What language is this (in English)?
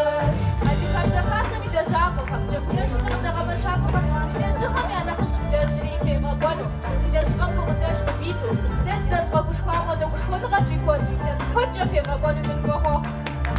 Kabardian